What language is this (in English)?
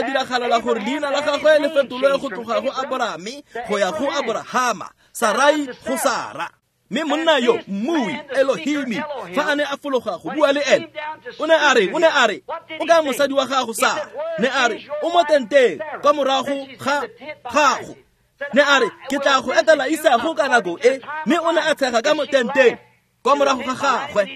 Tswana